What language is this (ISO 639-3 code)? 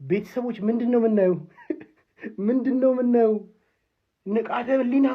amh